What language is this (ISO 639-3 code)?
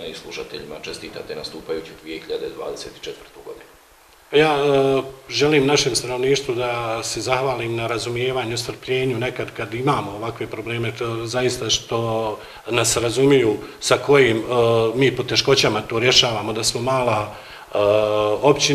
bos